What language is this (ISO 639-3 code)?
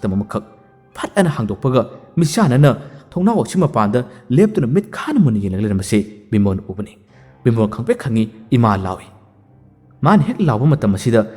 mni